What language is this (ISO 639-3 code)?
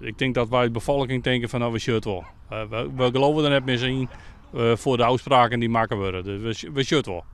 fry